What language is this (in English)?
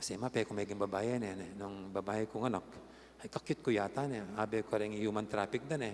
Pampanga